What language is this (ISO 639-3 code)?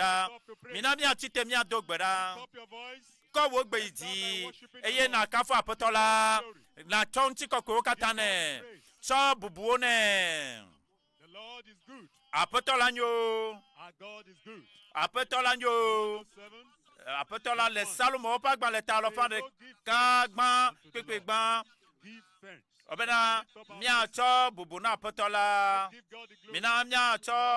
ewe